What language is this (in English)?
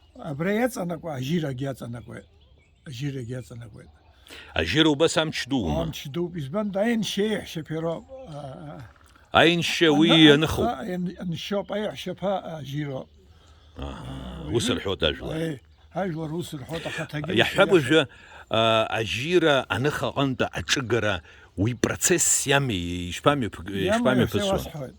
Abkhazian